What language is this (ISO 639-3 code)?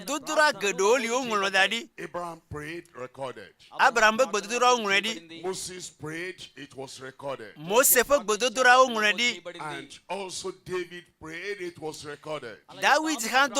ewe